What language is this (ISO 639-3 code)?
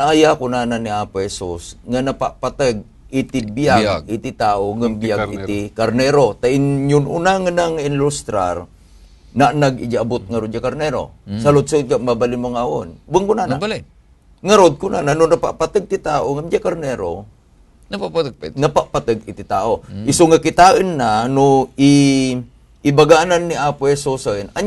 ilo